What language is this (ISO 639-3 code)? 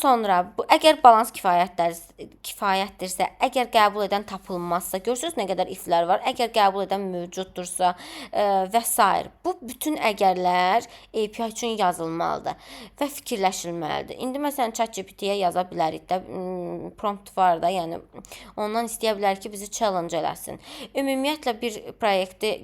aze